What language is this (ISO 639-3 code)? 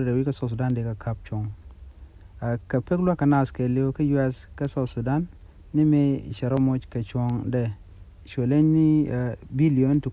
nus